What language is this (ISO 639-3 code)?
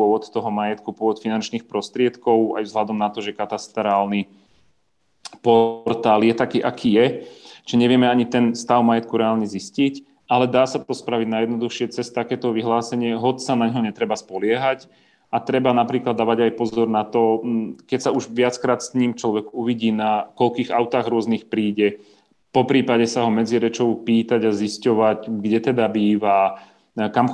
slk